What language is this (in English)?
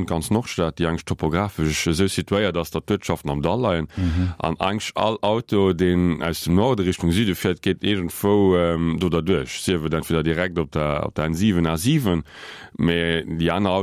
Luxembourgish